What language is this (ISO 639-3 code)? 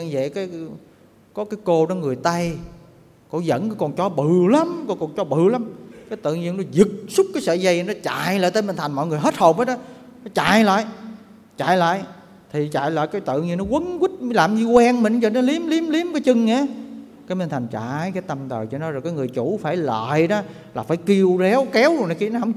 vie